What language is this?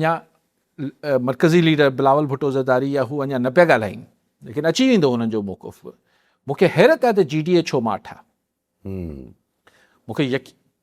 Sindhi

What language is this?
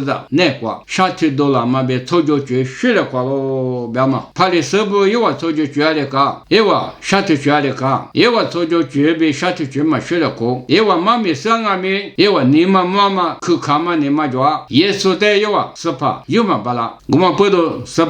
Lisu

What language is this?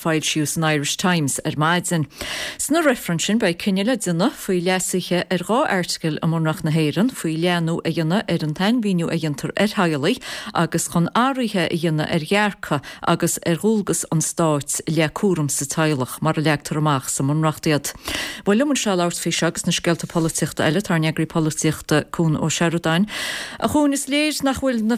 Irish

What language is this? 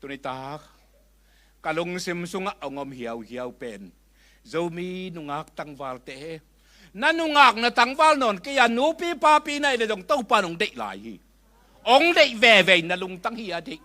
Tedim Chin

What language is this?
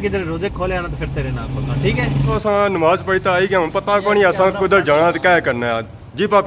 Pahari-Potwari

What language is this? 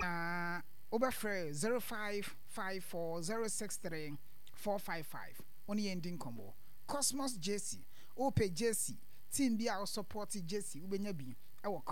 Akan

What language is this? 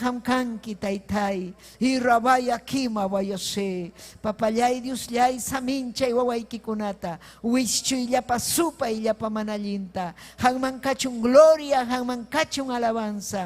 Ayacucho Quechua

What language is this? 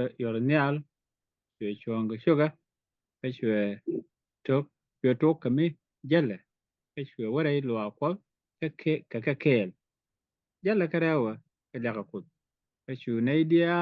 Nuer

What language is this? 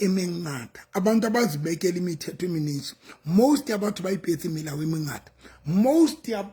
Southern Sotho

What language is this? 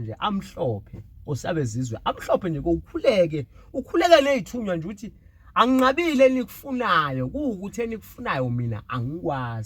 Zulu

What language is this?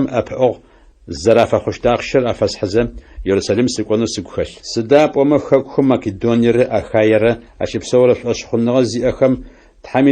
Adyghe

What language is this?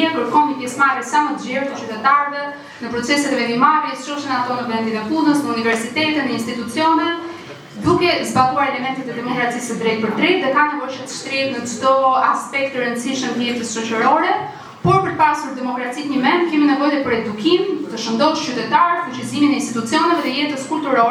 Albanian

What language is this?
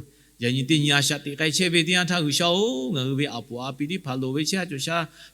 Lahu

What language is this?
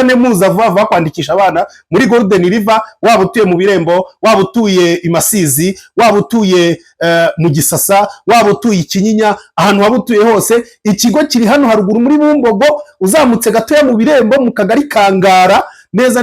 Kinyarwanda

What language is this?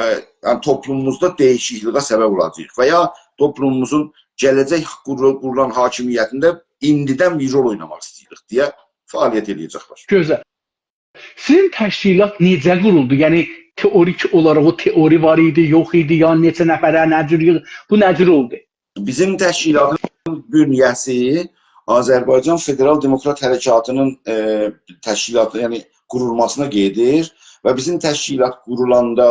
South Azerbaijani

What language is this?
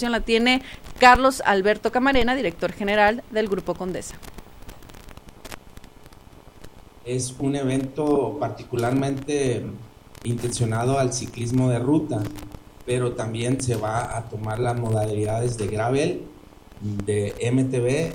Spanish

